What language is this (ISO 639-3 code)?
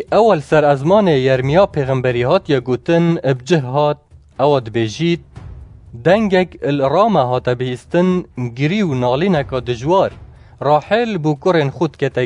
kur